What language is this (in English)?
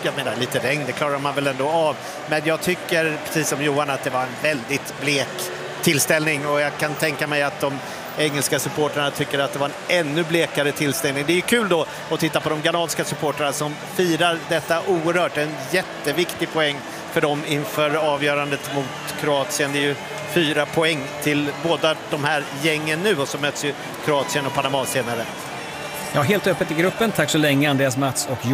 Swedish